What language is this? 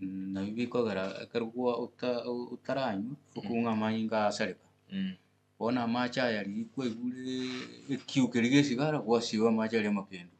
Gusii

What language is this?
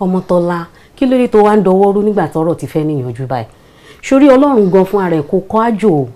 Yoruba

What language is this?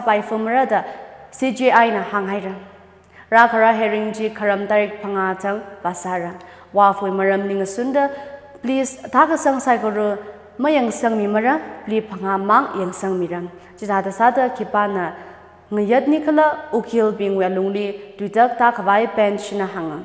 Tangkhul Naga (India)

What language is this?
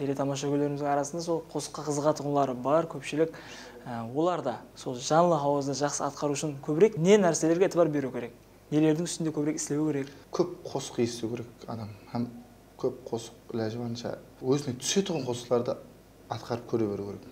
Kara-Kalpak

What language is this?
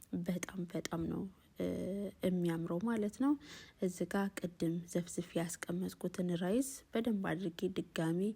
Amharic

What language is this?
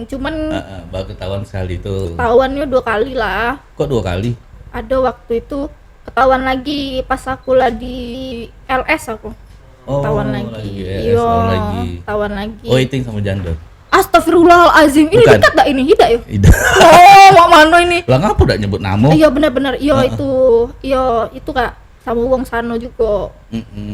Musi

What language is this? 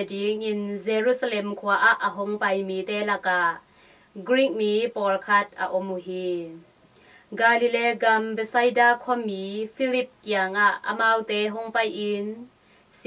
Tedim Chin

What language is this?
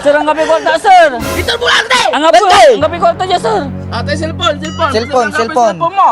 Pangasinan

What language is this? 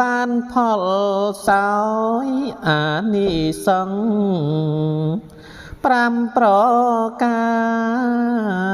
Khmer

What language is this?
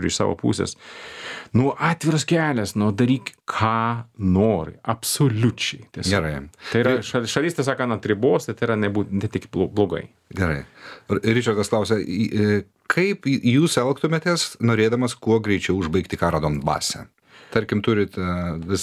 Lithuanian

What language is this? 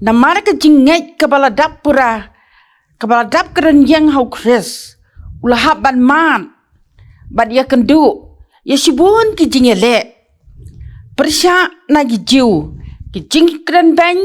Khasi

